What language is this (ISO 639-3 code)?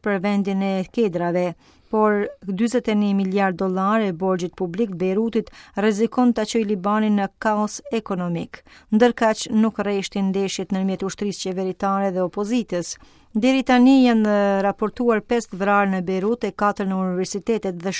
sqi